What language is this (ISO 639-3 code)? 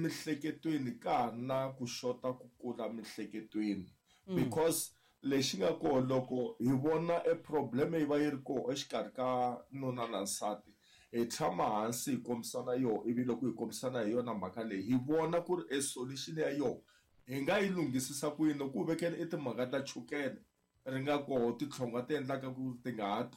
tso